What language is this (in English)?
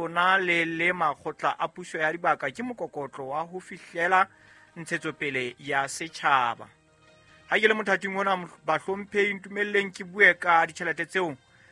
Southern Sotho